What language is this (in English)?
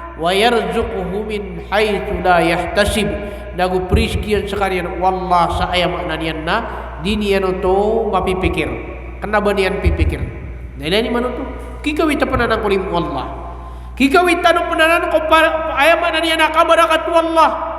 Maranao